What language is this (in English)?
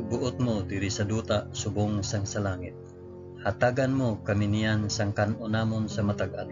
Hiligaynon